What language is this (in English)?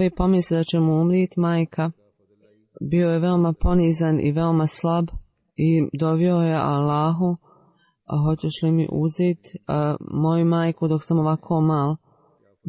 Bosnian